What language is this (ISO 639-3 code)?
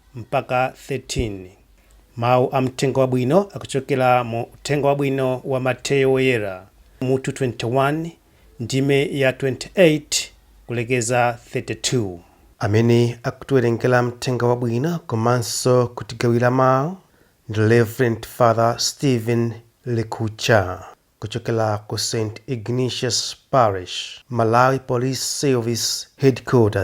nya